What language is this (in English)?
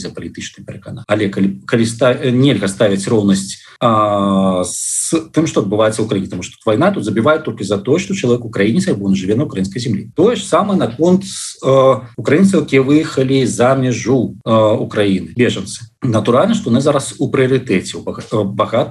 Belarusian